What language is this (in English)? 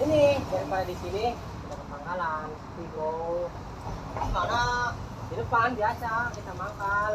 Betawi